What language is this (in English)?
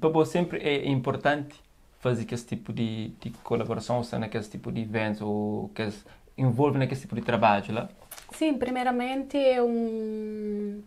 Kabuverdianu